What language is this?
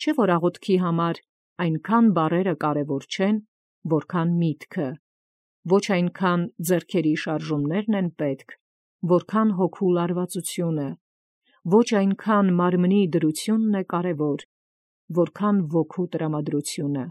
Armenian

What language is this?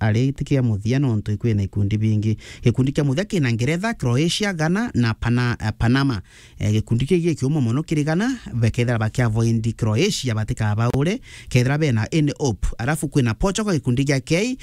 Meru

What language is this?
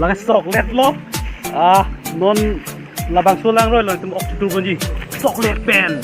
Karbi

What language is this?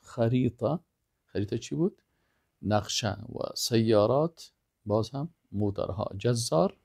Persian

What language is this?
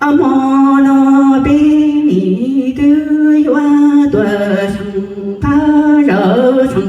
Hmong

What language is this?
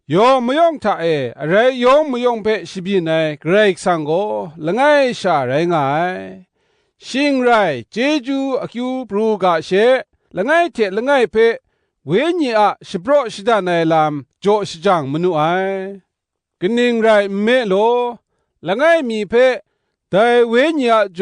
Kachin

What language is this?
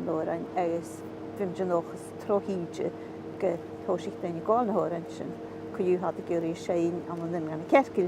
Scottish Gaelic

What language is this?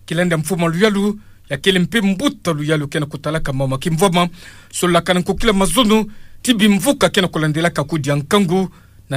Kituba (Democratic Republic of Congo)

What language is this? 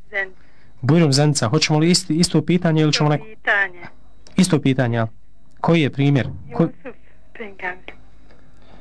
Bosnian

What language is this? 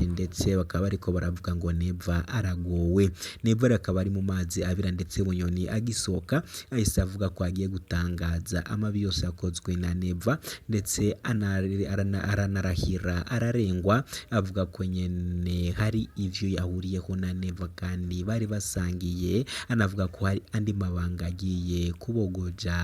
Rundi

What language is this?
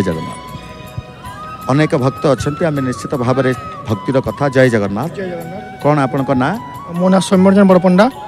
Odia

